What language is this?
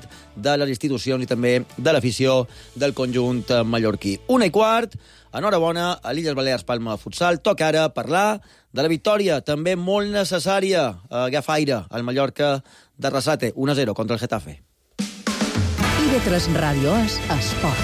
Catalan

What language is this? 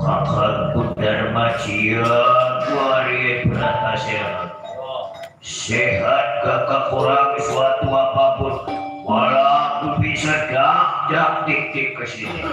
Betawi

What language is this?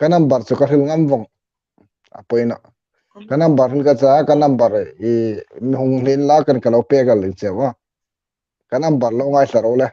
Hmar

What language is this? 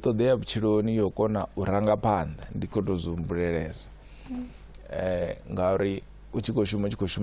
Venda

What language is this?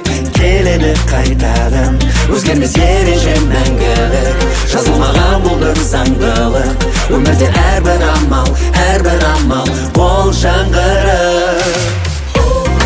Kazakh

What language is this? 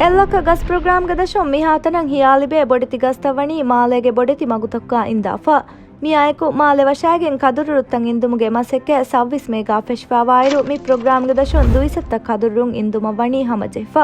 Divehi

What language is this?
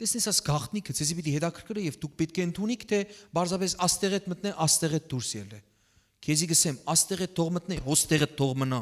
Western Armenian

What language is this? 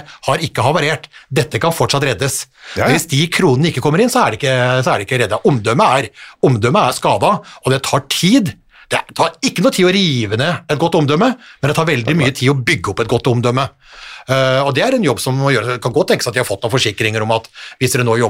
Norwegian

